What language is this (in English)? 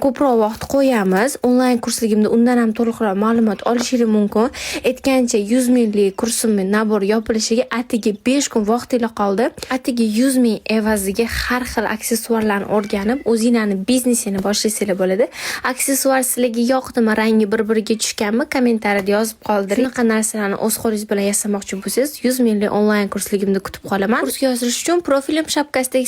Uzbek